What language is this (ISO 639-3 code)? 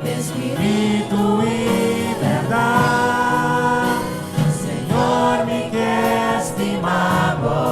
pap